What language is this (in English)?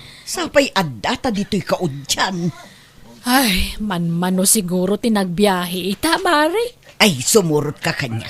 Iloko